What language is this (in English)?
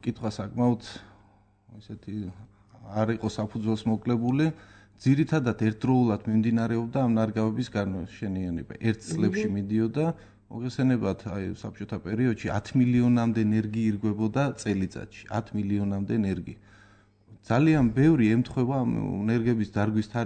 Georgian